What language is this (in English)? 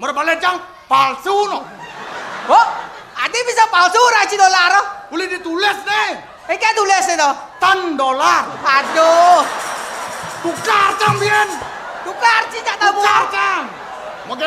Balinese